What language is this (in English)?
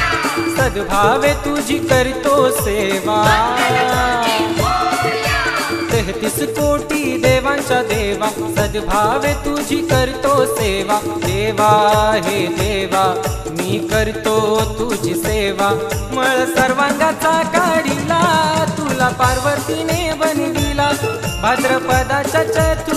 Marathi